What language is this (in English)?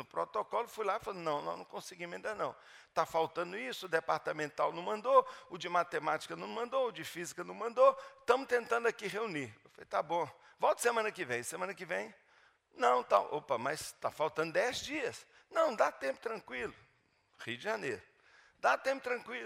Portuguese